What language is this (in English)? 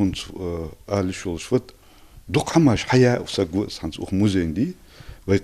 Ingush